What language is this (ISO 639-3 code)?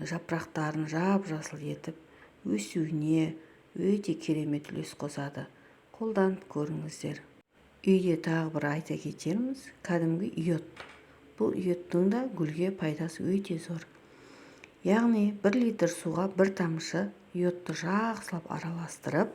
kaz